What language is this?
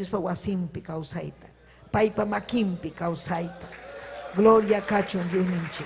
Ayacucho Quechua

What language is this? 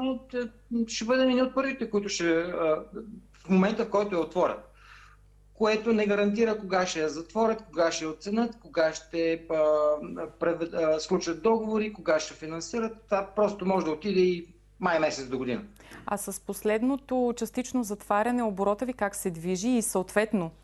Bulgarian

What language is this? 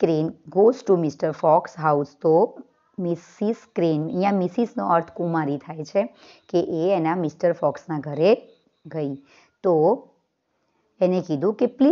Gujarati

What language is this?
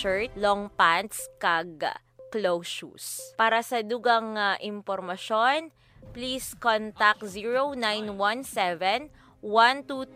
Hiligaynon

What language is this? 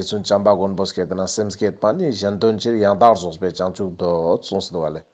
Ladakhi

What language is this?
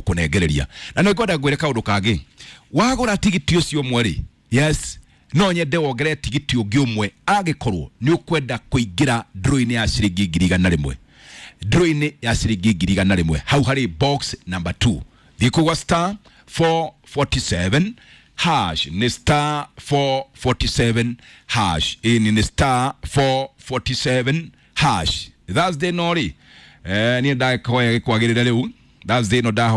Kikuyu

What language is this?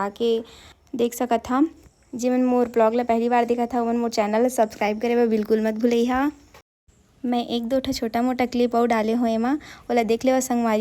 Chhattisgarhi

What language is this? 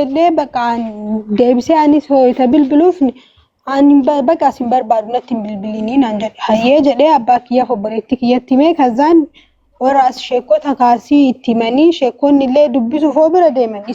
Oromo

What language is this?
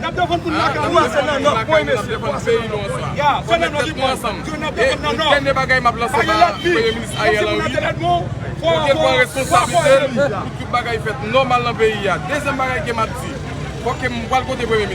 Haitian Creole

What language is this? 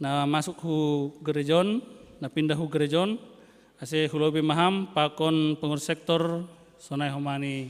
Batak Simalungun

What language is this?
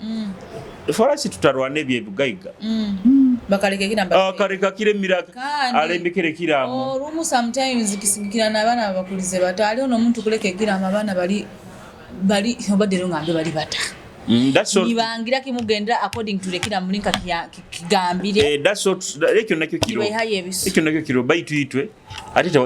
Nyoro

